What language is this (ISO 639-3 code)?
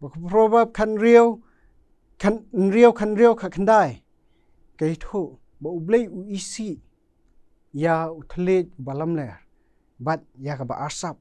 kha